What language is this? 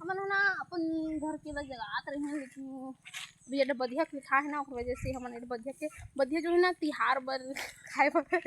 Chhattisgarhi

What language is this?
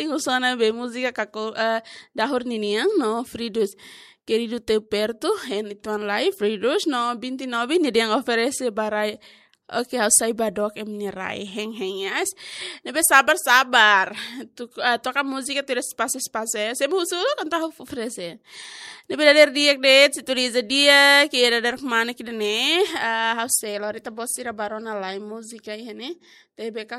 Tetum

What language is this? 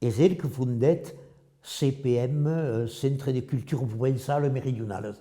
Occitan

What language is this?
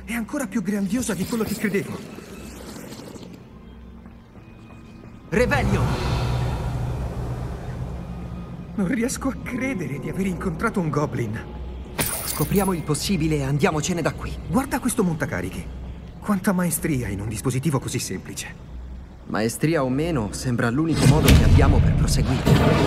Italian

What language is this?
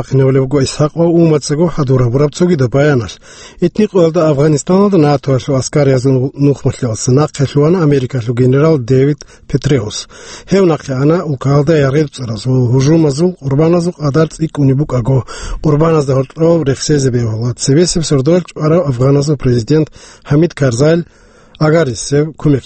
Avaric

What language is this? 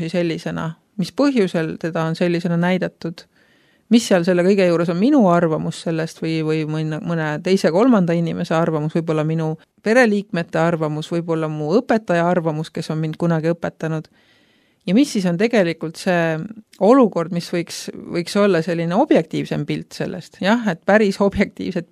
Estonian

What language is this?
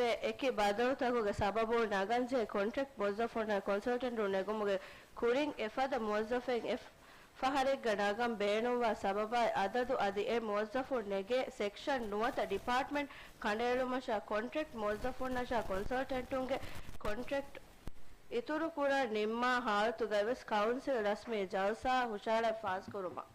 Divehi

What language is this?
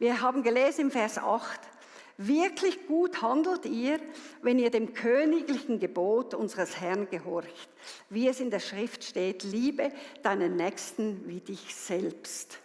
Swiss German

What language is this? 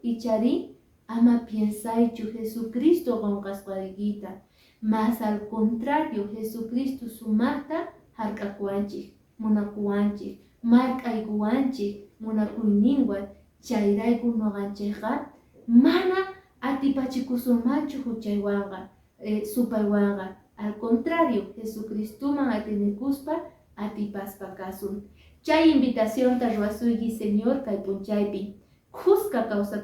Quechua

